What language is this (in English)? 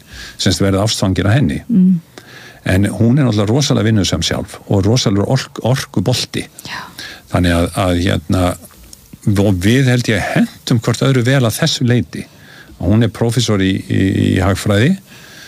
Icelandic